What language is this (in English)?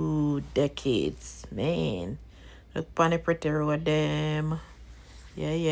Jamaican Creole English